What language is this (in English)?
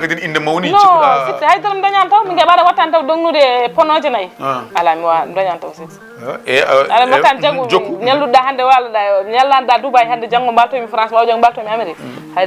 Fula